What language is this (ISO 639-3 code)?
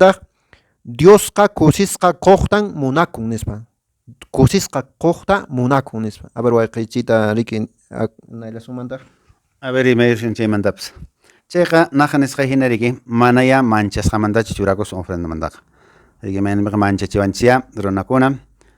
que